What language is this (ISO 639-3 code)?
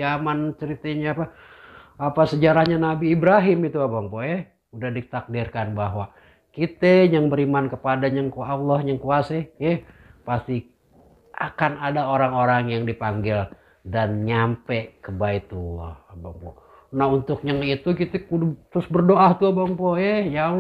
bew